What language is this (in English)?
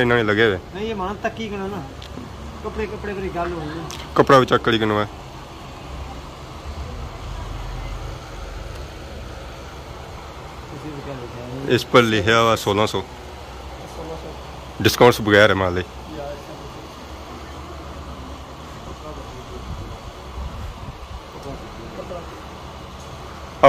Punjabi